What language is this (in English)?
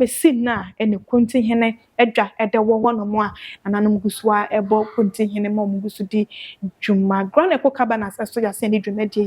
Akan